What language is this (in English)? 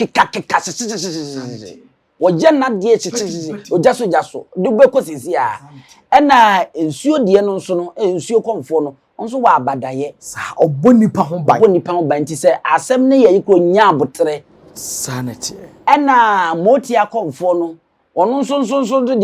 Akan